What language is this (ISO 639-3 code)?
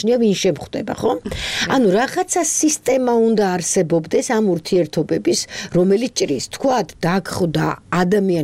kat